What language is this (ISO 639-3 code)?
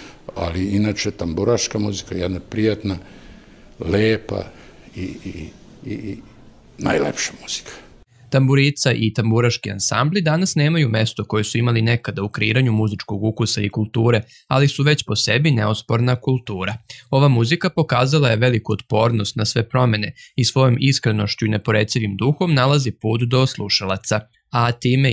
srp